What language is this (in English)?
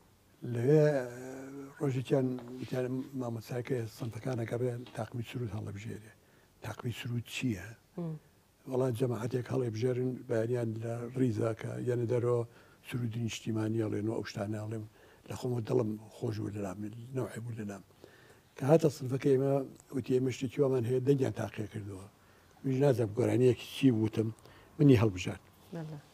Central Kurdish